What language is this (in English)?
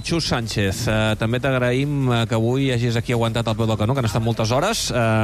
Catalan